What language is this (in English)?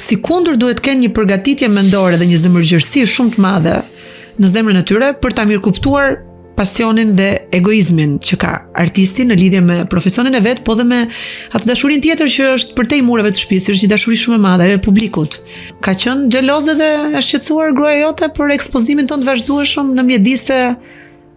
Albanian